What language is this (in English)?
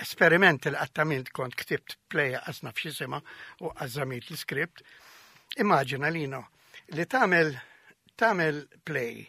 Maltese